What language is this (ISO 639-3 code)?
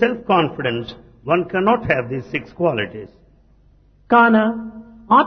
tel